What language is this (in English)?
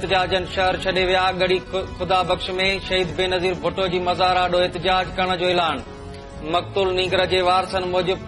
Sindhi